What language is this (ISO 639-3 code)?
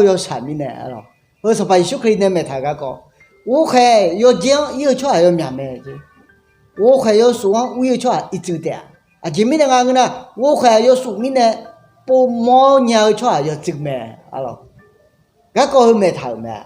ahk